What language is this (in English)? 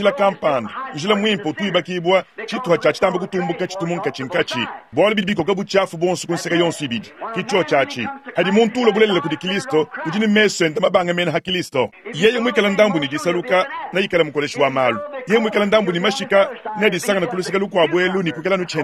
Luba-Lulua